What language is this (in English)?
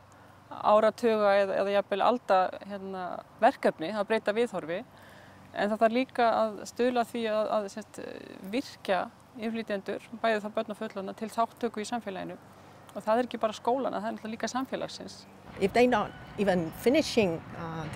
Icelandic